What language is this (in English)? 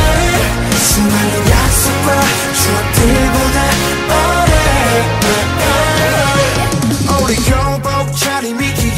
Korean